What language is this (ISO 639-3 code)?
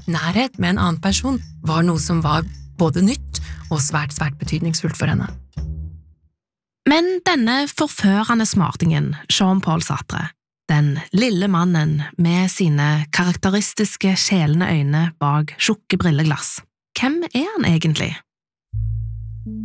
nor